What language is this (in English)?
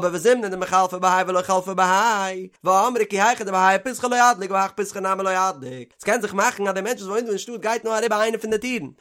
Yiddish